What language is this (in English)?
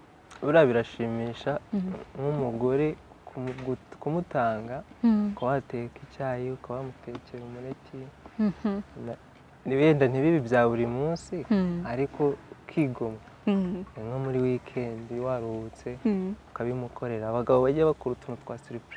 Kinyarwanda